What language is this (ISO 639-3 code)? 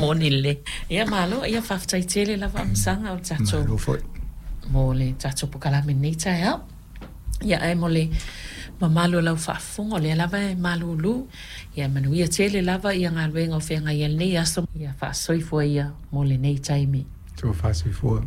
smo